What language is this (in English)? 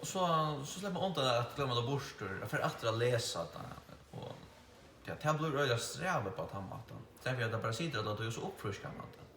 Faroese